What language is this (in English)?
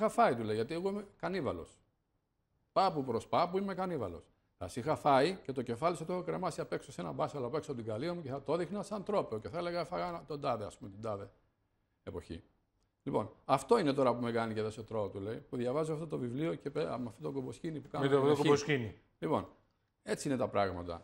Greek